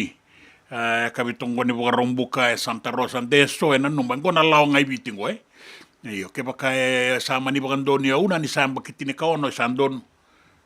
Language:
Fijian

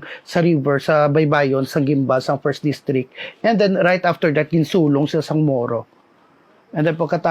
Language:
Hiligaynon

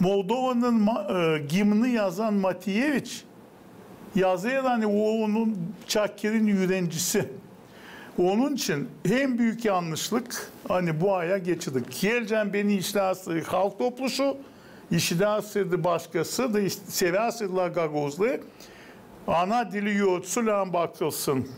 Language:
Gagauz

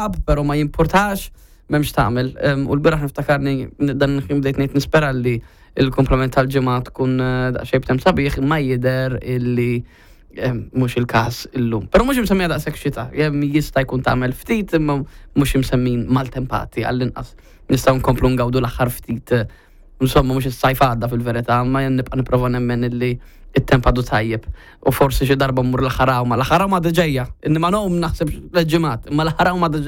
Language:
Maltese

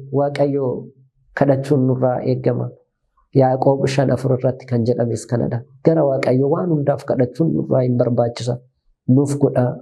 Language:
Oromo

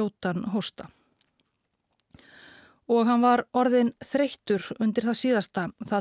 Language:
Icelandic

